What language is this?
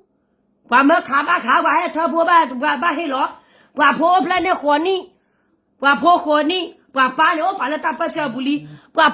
S'gaw Karen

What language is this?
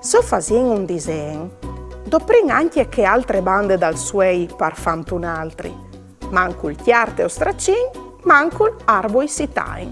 Friulian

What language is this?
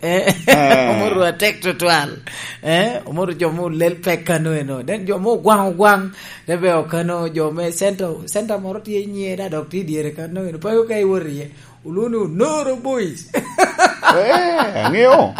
Lango (Uganda)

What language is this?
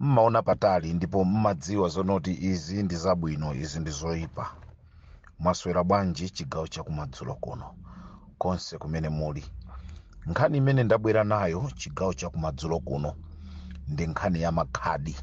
Nyanja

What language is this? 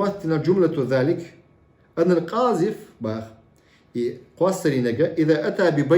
Chechen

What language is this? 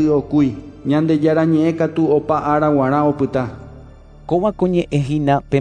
Guarani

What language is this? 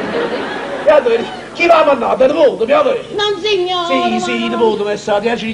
Neapolitan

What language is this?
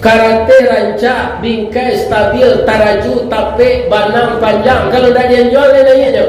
Minangkabau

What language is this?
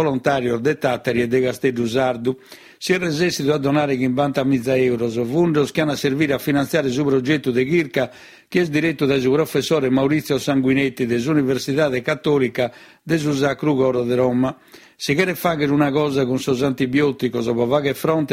Sardinian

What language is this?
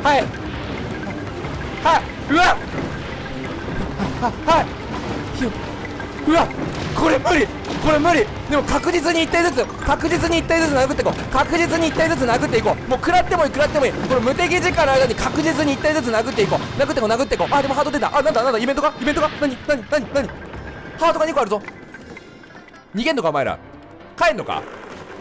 Japanese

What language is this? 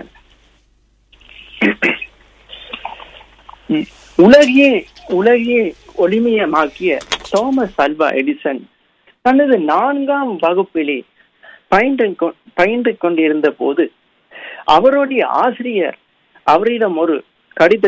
Tamil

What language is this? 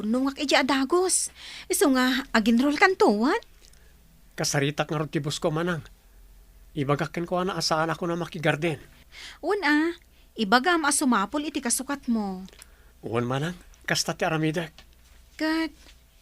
Iloko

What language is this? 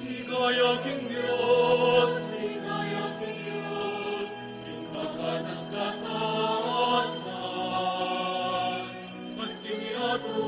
Pampanga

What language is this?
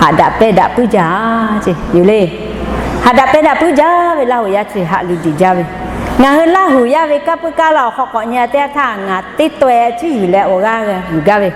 Lahu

